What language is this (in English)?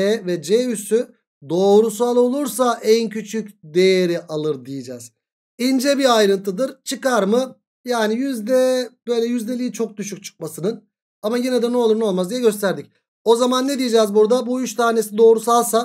Turkish